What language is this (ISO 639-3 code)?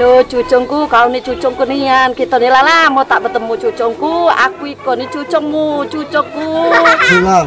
mui